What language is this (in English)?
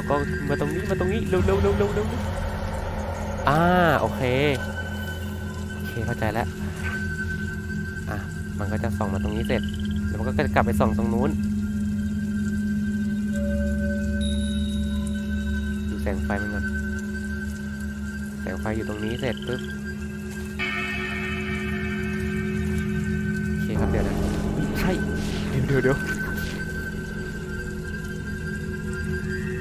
Thai